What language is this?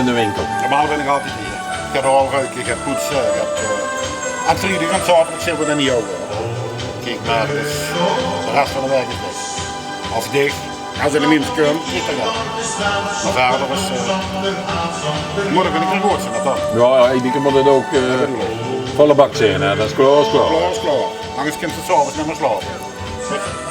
Limburgish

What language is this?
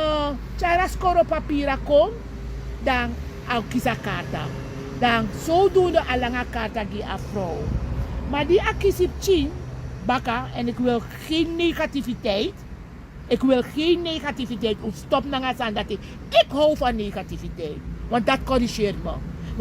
Sranan Tongo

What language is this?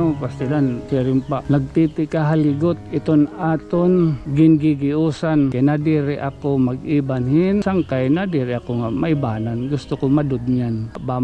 Waray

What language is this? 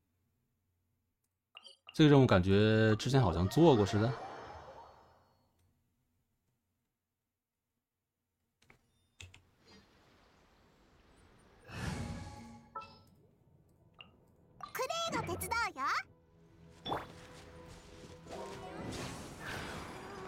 Chinese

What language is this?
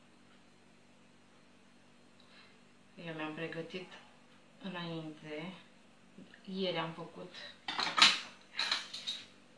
Romanian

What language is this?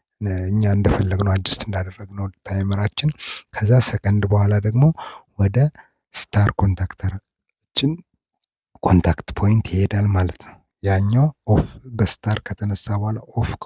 Amharic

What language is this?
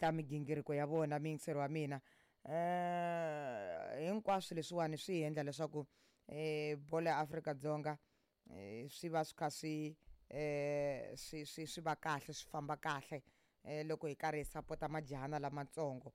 Tsonga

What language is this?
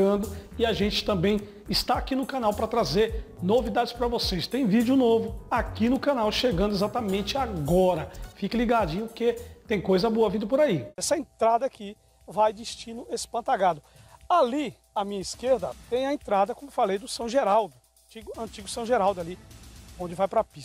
Portuguese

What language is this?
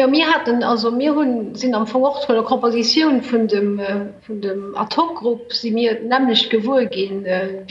Luxembourgish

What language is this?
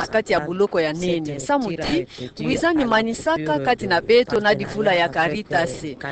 Kituba (Democratic Republic of Congo)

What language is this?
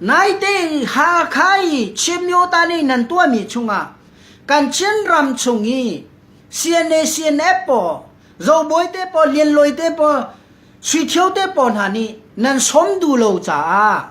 Hakha Chin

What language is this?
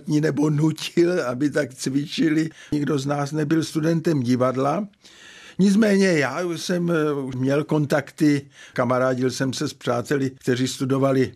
Czech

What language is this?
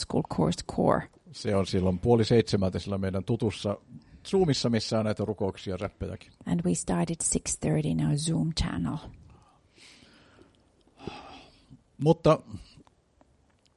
Finnish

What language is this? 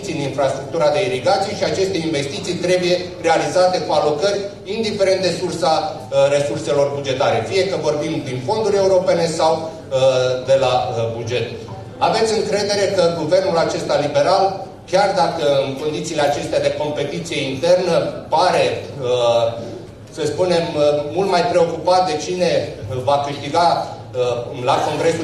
Romanian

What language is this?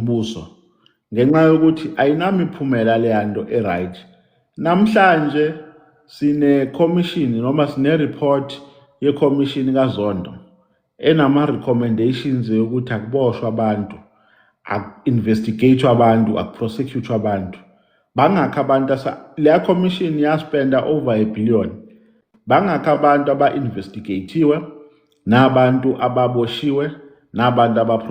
Zulu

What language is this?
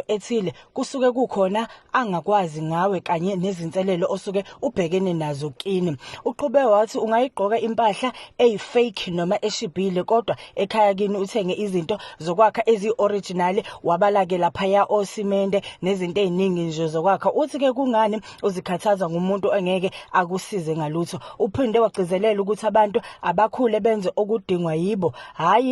Zulu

